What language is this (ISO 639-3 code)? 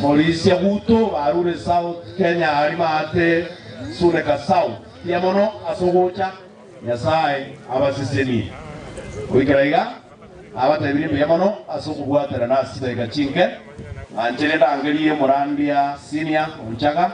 guz